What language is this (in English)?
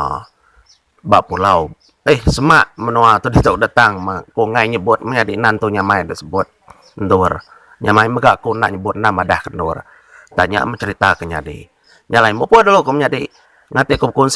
Iban